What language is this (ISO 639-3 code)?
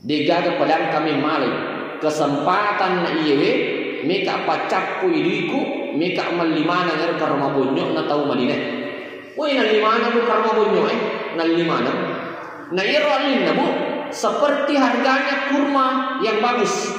bug